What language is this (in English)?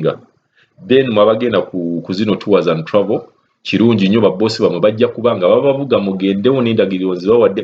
Ganda